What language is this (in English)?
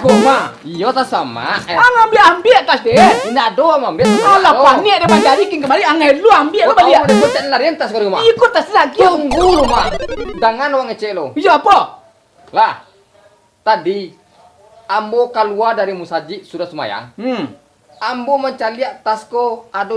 Minangkabau